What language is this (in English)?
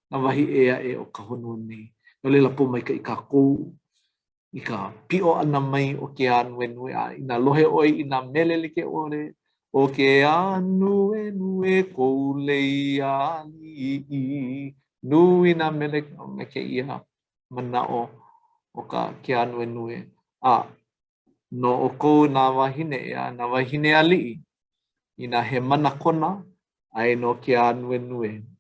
Hawaiian